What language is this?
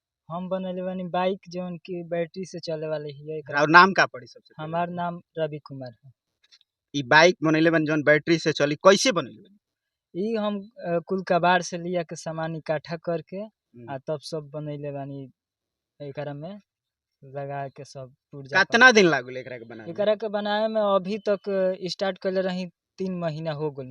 Bhojpuri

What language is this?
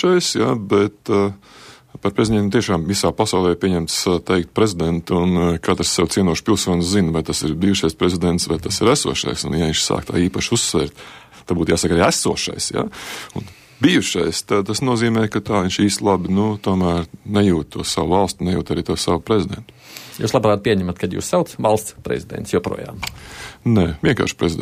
Latvian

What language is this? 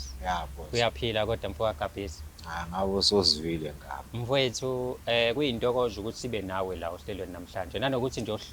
Zulu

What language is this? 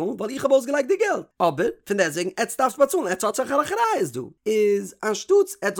Yiddish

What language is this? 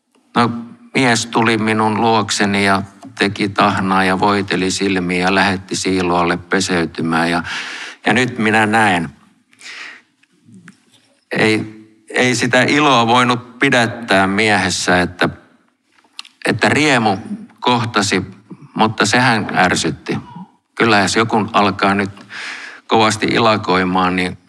Finnish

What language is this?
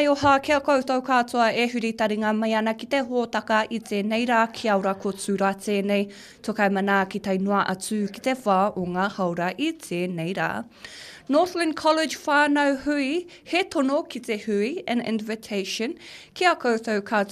Māori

